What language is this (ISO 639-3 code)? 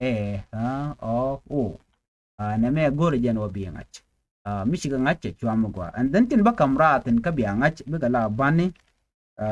nus